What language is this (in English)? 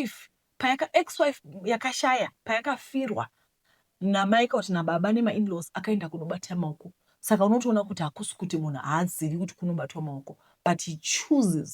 Shona